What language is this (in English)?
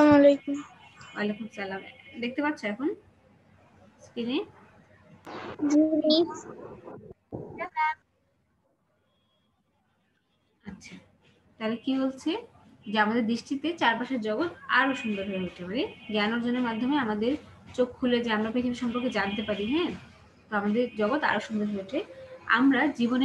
Bangla